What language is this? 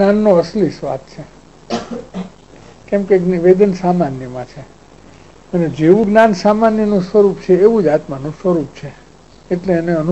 Gujarati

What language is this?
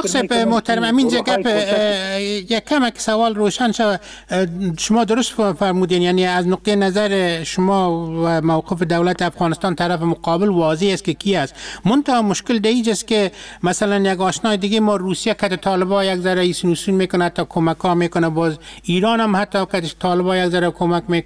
Persian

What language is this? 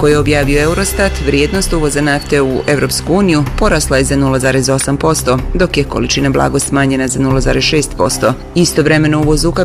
Bosnian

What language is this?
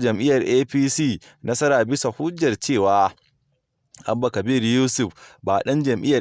Hausa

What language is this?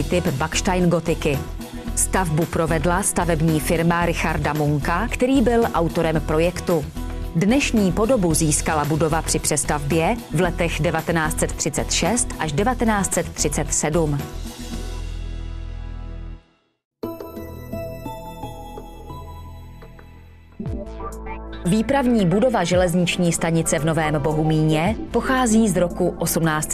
Czech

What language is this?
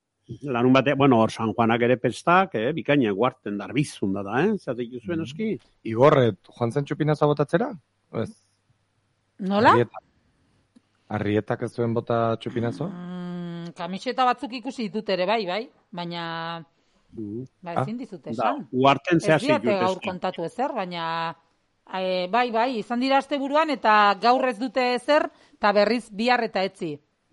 Basque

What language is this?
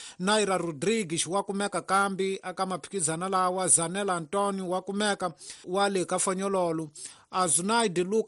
Tsonga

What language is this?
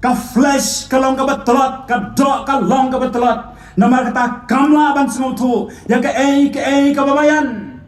Khasi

